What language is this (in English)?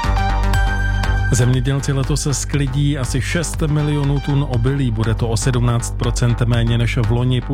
Czech